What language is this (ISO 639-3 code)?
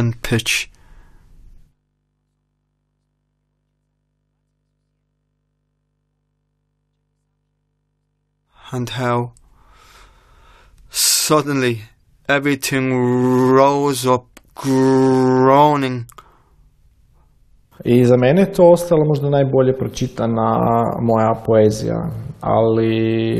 hrv